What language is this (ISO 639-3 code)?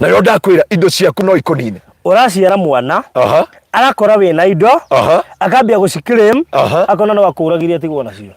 kik